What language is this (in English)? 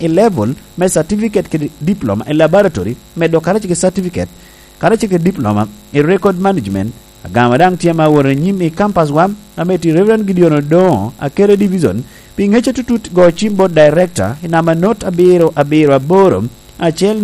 Lango (Uganda)